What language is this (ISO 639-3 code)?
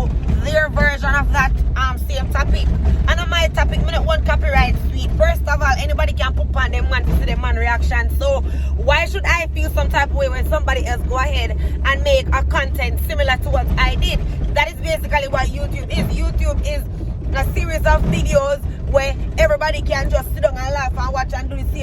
jam